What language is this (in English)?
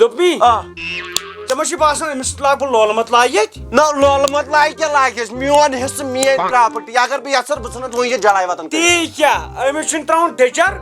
Kashmiri